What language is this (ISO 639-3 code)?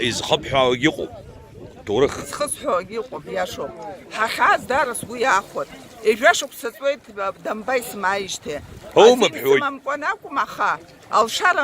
abk